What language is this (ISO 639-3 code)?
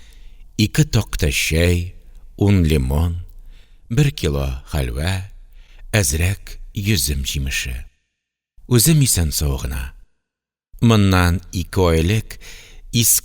tat